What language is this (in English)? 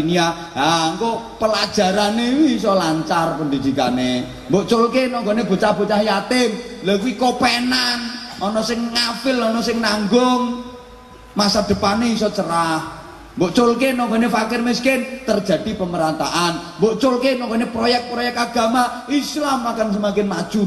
Javanese